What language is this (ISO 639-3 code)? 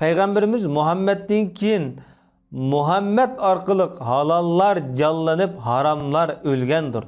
uig